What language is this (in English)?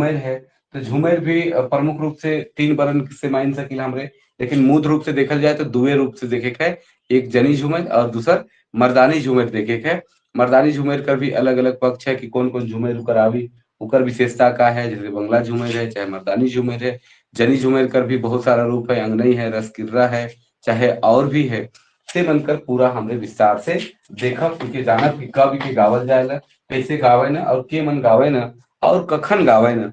Sadri